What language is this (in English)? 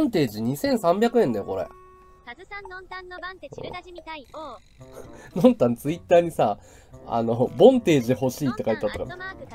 Japanese